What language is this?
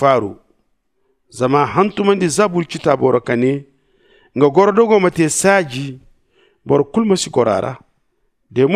Zarma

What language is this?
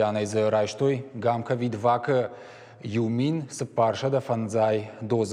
Ossetic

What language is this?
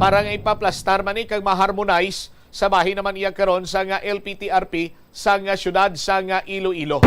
Hiligaynon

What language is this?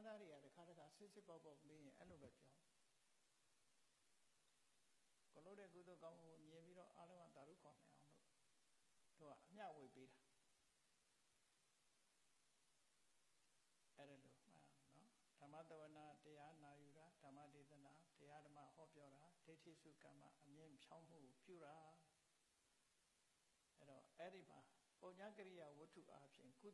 Burmese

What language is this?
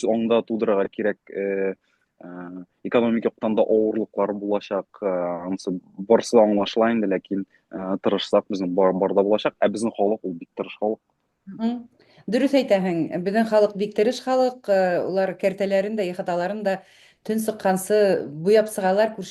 Bashkir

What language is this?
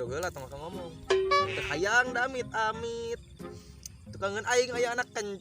Sundanese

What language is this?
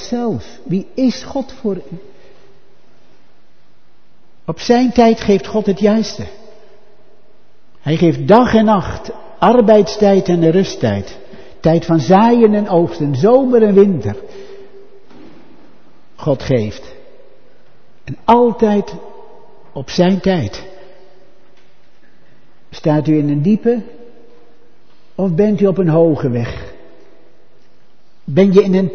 Dutch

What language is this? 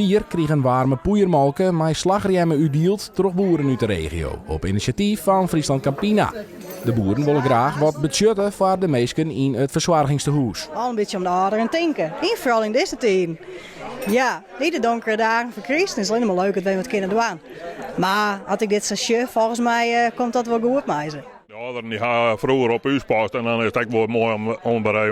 Western Frisian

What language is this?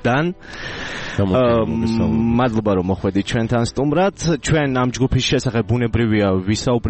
Georgian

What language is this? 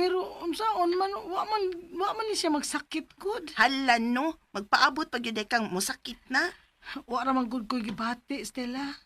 Cebuano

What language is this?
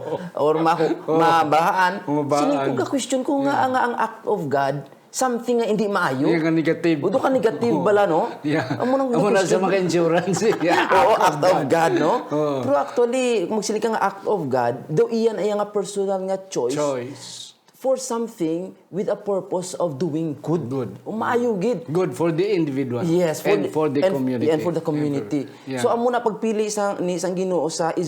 Hiligaynon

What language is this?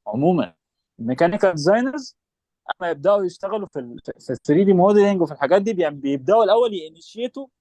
Egyptian Arabic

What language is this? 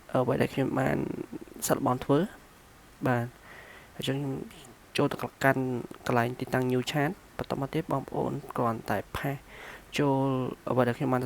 Khmer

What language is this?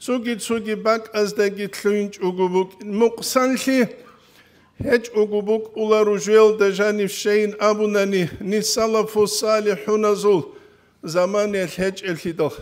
Avaric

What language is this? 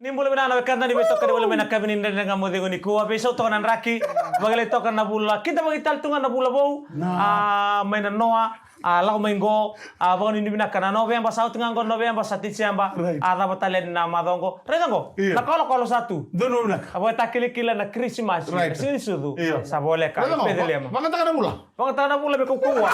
Fijian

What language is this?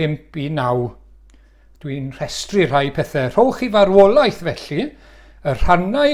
Welsh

